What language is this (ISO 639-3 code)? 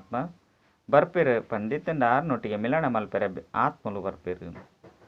tcy